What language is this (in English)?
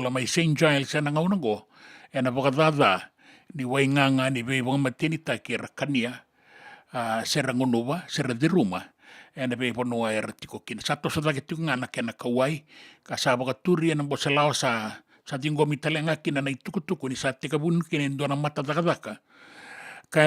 Fijian